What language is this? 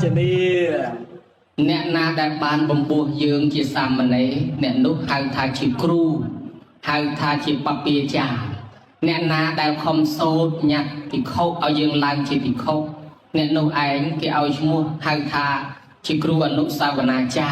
Khmer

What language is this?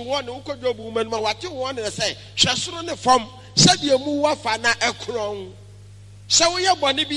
Akan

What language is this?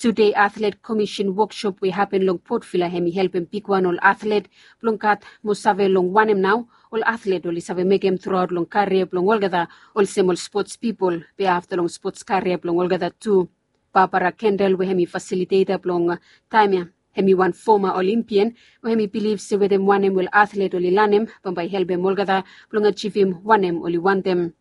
Bislama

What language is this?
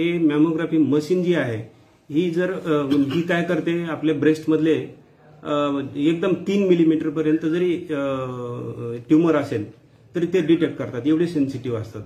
Marathi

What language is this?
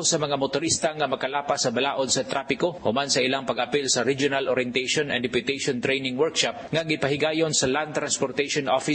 Cebuano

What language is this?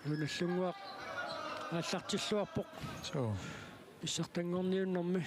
Kalaallisut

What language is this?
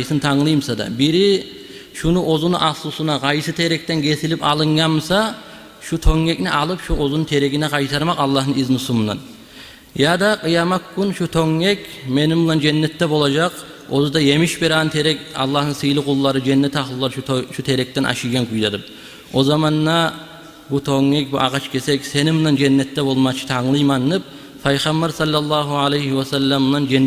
Kumyk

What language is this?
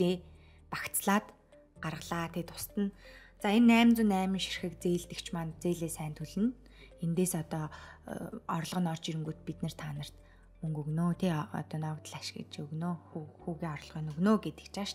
Mongolian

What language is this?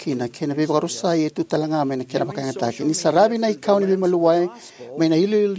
Fijian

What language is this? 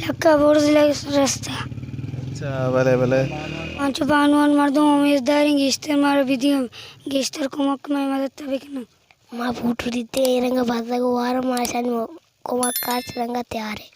Baluchi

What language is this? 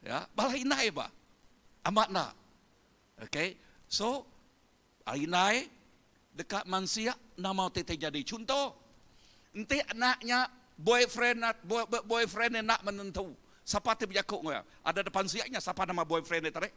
Iban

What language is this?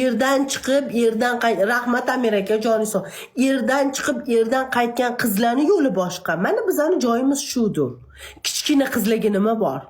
Uzbek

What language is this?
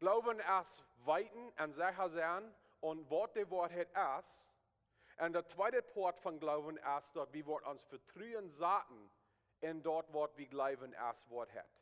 Plautdietsch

